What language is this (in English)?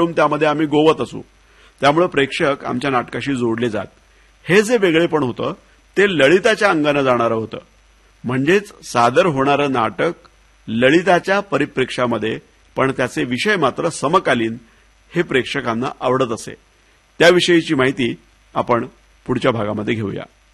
Marathi